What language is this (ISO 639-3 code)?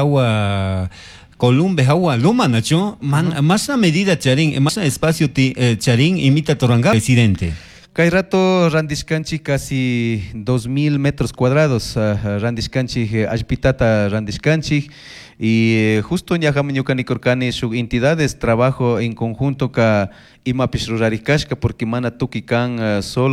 qug